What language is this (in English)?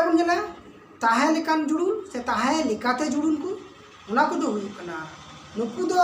Santali